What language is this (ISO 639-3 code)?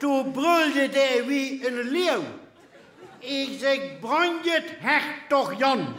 lim